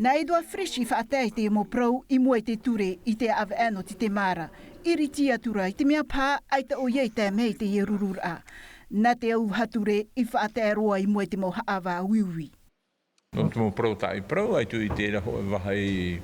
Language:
Tahitian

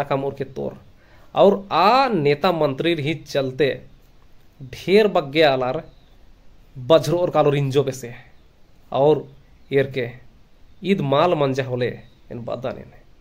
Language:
Kurukh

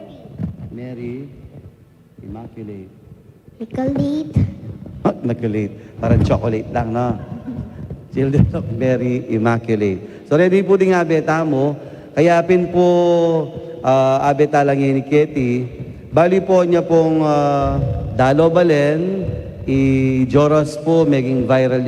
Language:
Pampanga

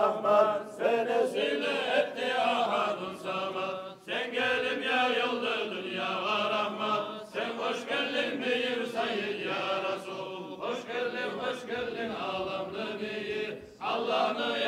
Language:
Kumyk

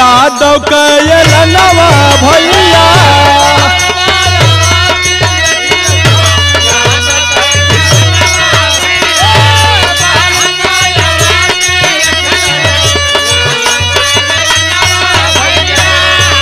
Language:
Bhojpuri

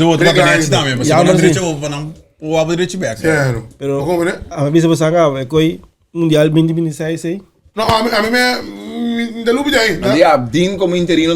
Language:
Papiamento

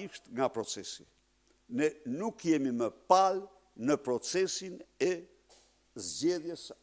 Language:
Albanian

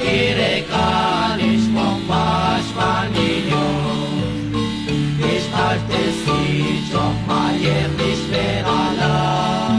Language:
Kekchí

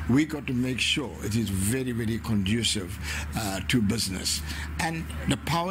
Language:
Tsonga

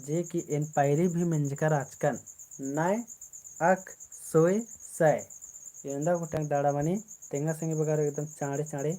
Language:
Kurukh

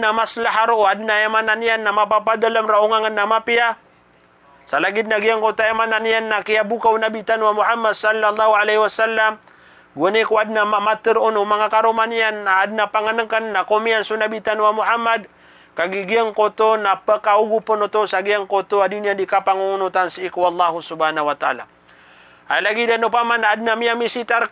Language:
Maranao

